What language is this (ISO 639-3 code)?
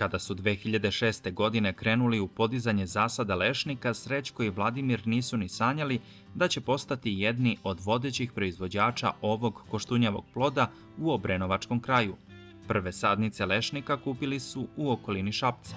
srp